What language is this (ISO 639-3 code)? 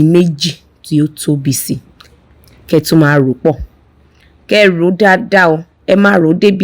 yor